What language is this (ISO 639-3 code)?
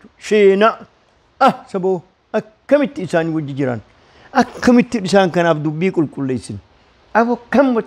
orm